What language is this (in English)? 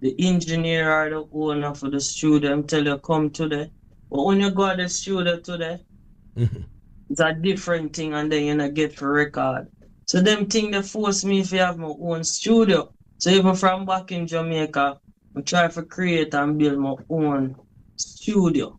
Jamaican Creole English